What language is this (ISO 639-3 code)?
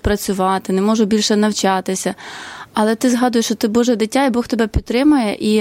ukr